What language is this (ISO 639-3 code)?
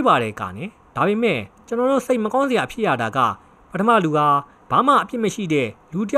mya